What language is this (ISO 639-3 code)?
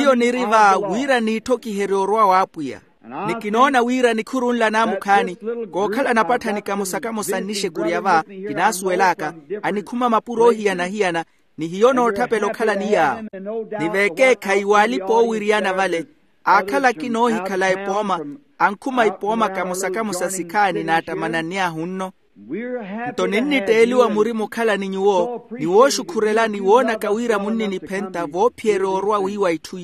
vmw